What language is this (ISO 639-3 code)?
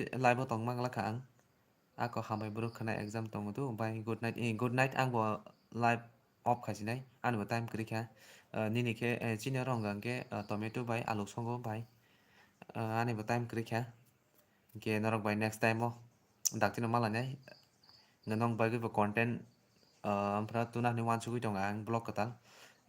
trp